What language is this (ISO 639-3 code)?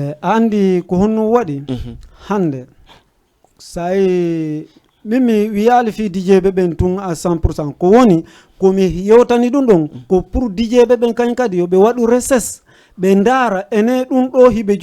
ful